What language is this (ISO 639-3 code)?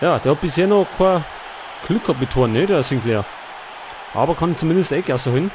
bar